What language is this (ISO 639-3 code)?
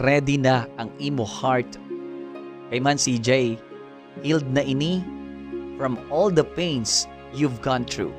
hil